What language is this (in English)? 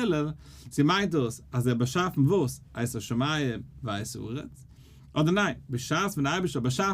Yiddish